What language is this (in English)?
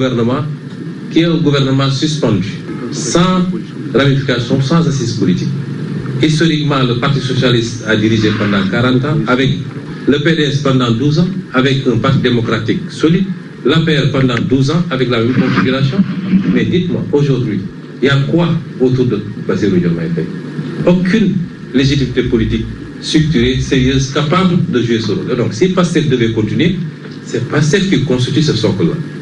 French